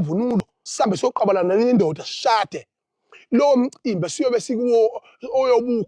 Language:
Zulu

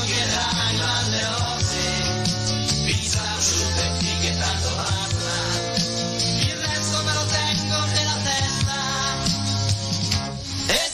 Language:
Italian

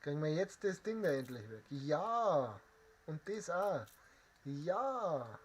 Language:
Bavarian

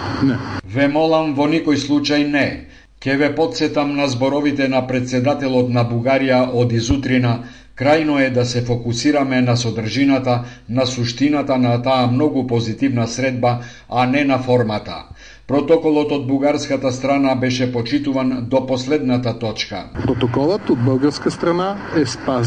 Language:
Macedonian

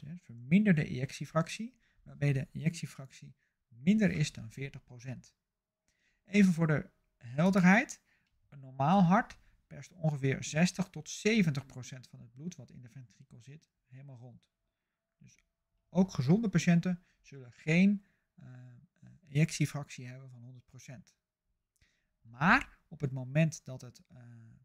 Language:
Dutch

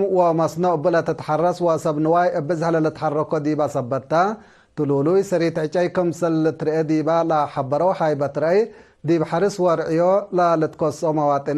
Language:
Tigre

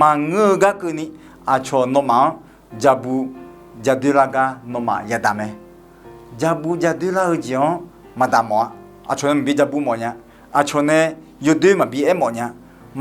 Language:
Akha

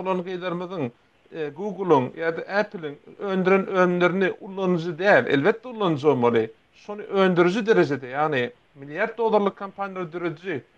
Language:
Turkmen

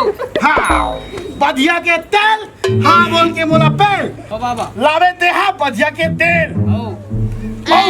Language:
Chhattisgarhi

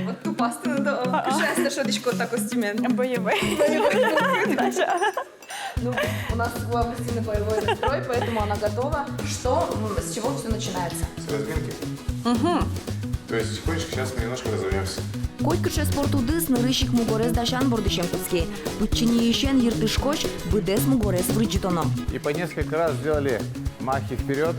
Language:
Udmurt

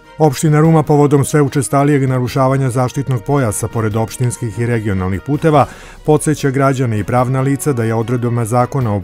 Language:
Serbian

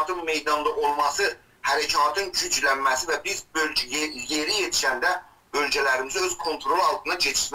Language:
South Azerbaijani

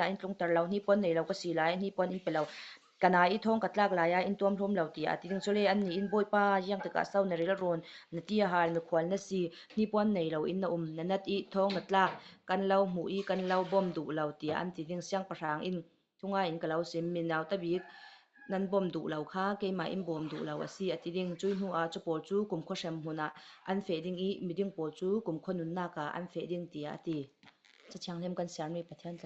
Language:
Falam Chin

